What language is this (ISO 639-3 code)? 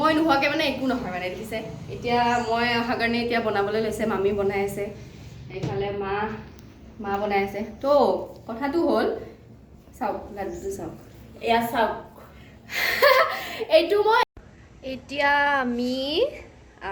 asm